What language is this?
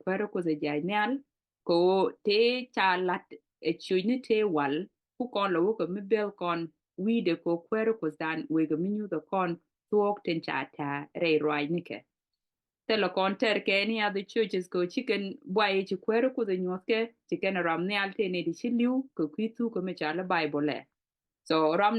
Nuer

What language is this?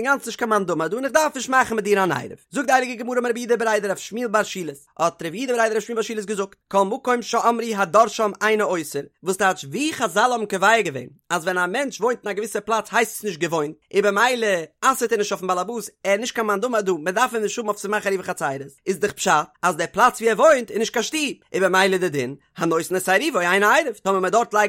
Yiddish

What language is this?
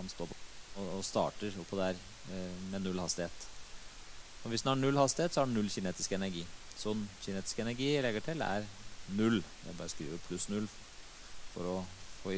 Norwegian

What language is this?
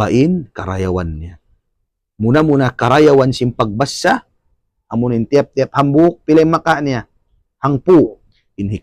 Tausug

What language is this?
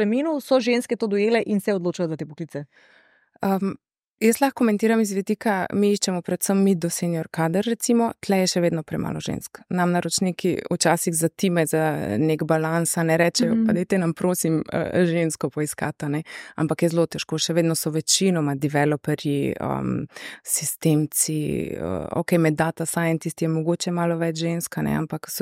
Slovenian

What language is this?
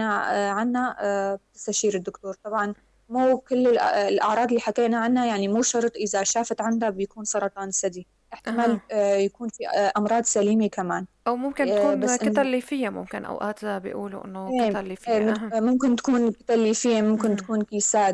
North Levantine Arabic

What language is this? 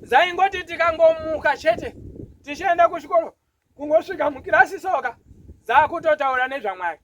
Shona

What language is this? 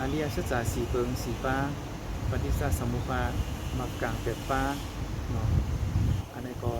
Shan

